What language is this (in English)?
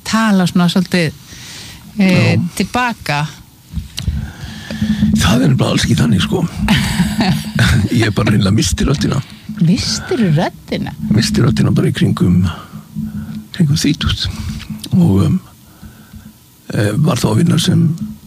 Icelandic